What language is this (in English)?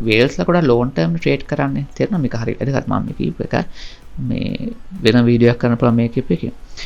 Sinhala